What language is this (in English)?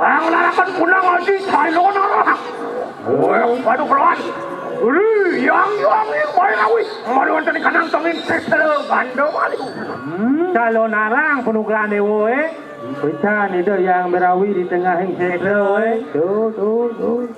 Balinese